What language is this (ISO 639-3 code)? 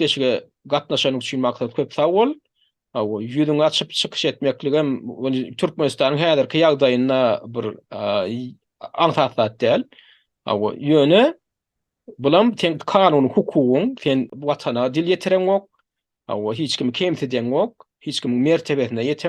tuk